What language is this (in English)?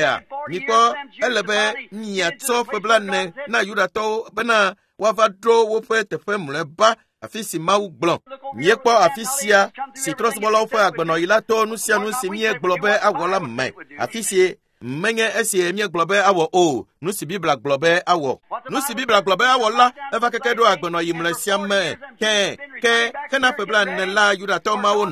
Ewe